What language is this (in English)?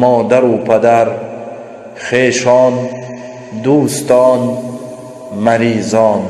Tajik